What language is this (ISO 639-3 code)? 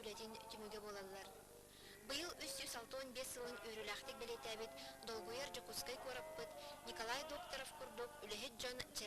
sah